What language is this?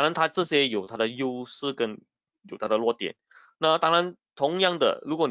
Chinese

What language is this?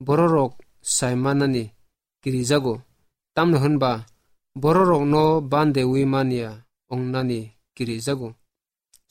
Kok Borok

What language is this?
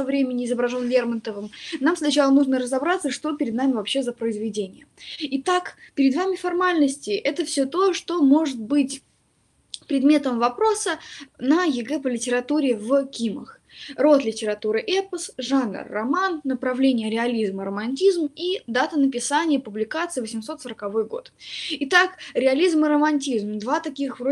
Russian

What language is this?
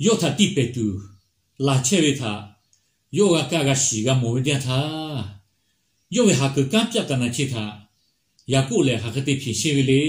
Lahu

